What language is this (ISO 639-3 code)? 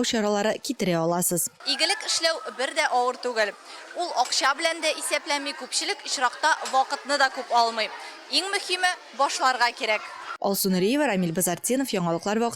tat